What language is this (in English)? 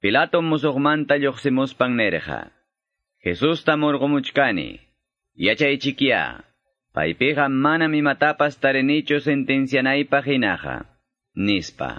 Quechua